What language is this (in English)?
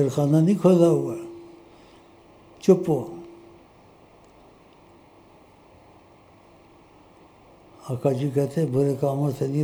Urdu